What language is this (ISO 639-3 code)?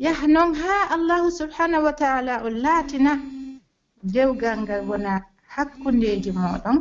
fuf